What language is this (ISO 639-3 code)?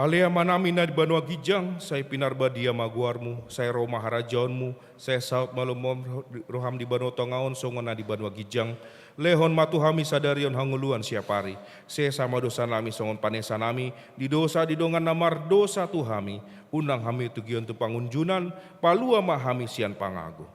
bbc